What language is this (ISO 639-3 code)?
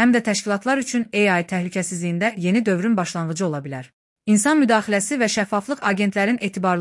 aze